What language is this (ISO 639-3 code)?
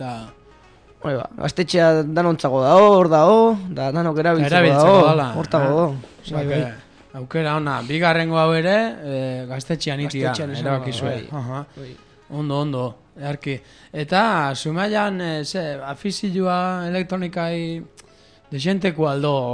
eus